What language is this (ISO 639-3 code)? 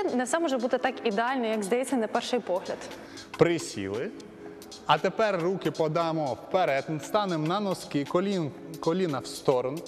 ukr